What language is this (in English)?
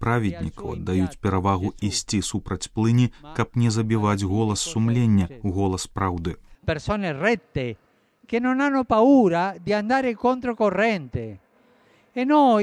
Belarusian